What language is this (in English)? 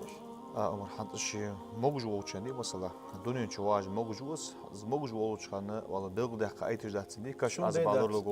Ingush